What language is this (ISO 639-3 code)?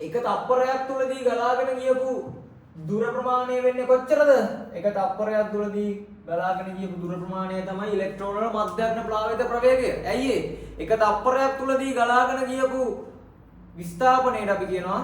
sin